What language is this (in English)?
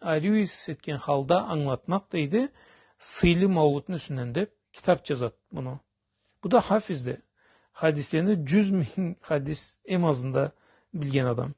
Karachay-Balkar